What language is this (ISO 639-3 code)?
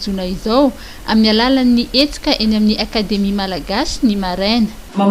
mlg